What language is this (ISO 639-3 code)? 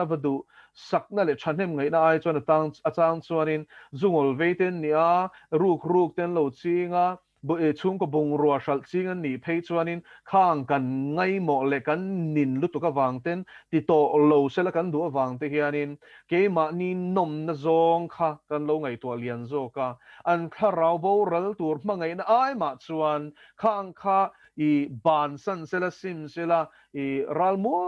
lus